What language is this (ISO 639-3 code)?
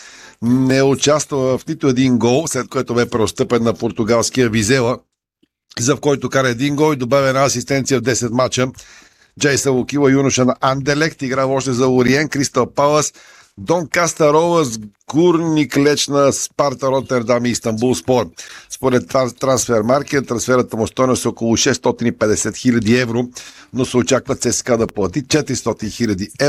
bul